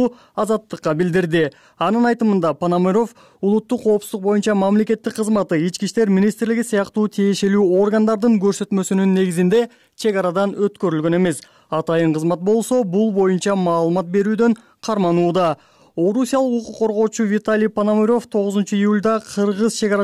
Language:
Kyrgyz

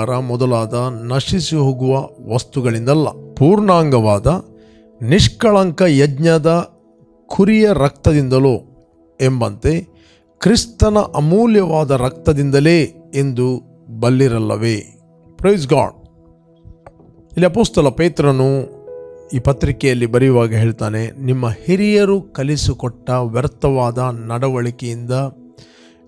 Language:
Kannada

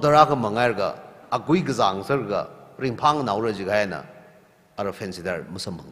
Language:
Tangkhul Naga (India)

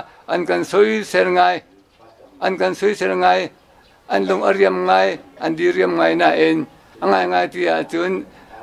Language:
Hakha Chin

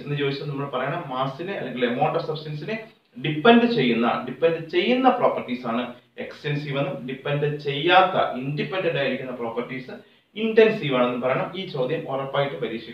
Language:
Malayalam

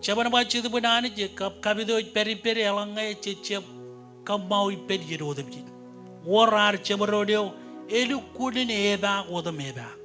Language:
Marshallese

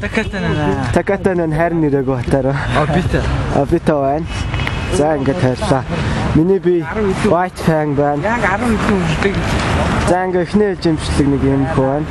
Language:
Mongolian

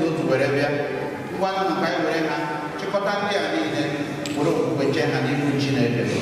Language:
Igbo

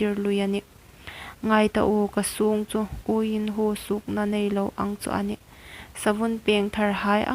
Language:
Hmar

